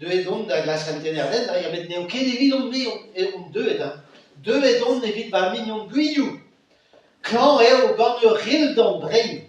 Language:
Breton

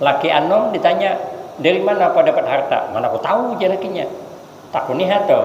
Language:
Banjar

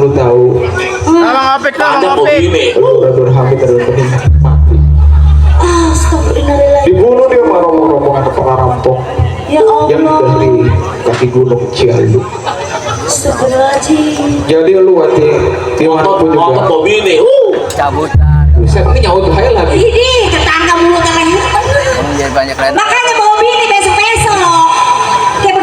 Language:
Betawi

